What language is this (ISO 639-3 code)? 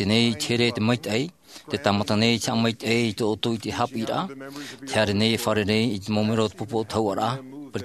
tah